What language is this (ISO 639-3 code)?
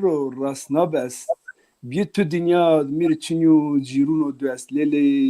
zza